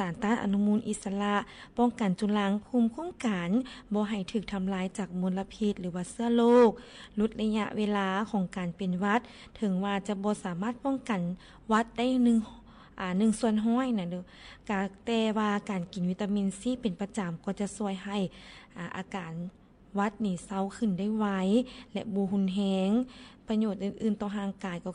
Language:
Lao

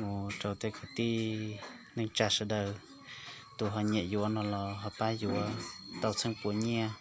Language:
Hmong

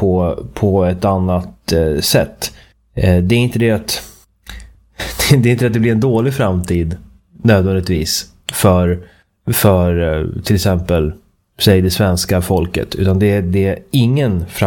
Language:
Swedish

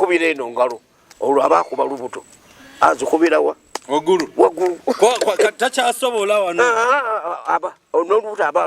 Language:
Ganda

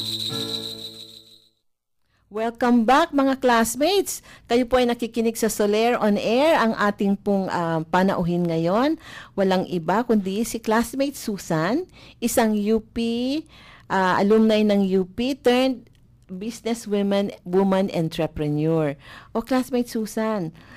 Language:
Filipino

